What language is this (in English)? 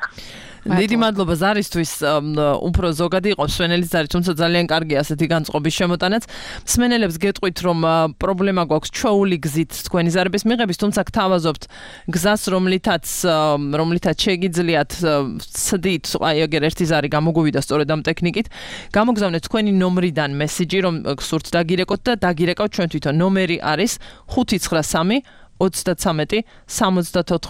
Georgian